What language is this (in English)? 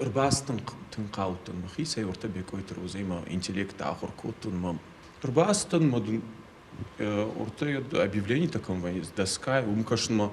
Ossetic